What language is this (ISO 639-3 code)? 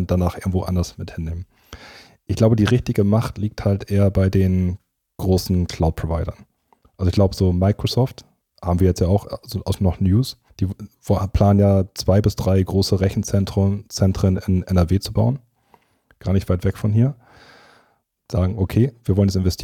deu